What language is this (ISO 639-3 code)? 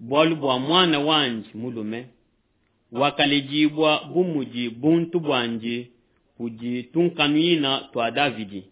lua